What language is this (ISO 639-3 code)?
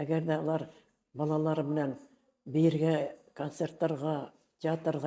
bak